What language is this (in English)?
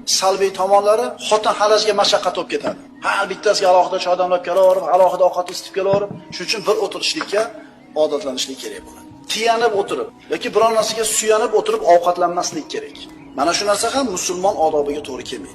Uzbek